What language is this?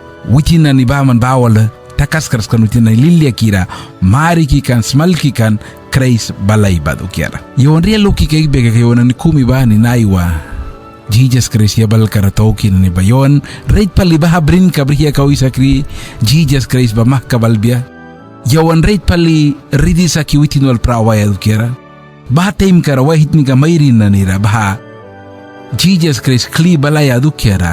Mískito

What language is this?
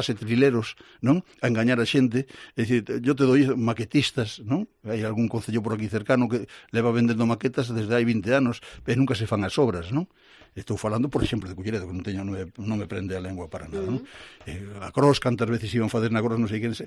Galician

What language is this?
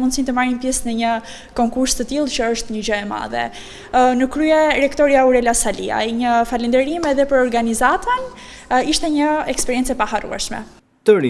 Albanian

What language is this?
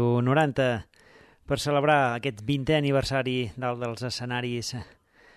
Catalan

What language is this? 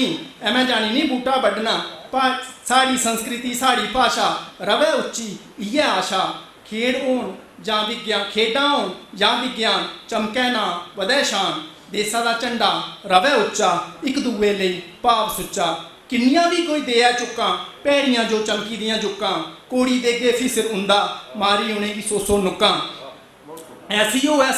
Dogri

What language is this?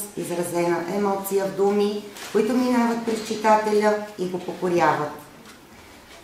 Bulgarian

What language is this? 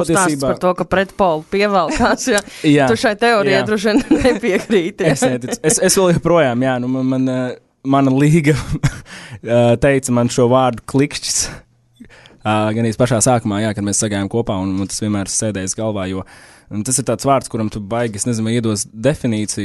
Latvian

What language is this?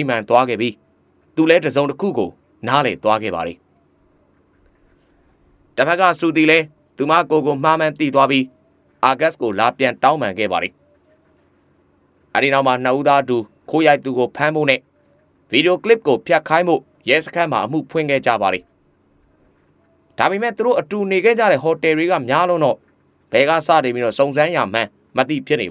Burmese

